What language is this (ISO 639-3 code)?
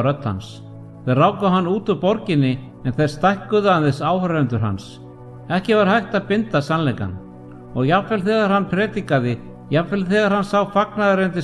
isl